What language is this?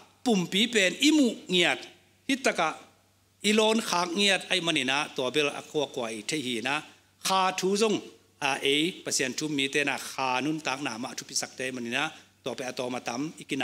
Tedim Chin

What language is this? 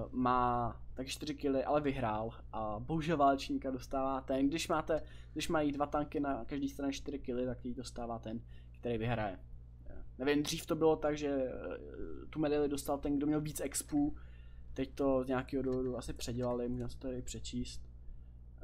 Czech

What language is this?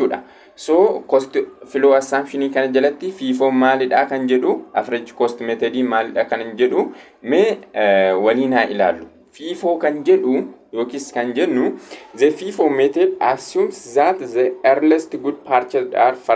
Oromo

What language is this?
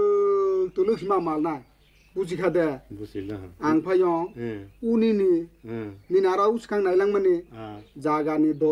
Kok Borok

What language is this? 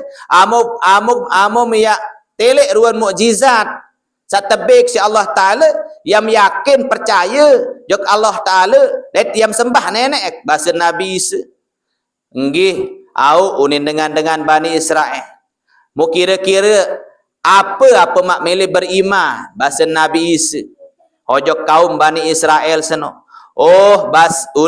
Sasak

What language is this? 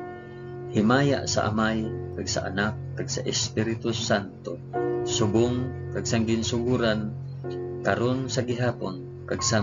Hiligaynon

